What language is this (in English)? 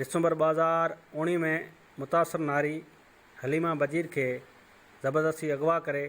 Sindhi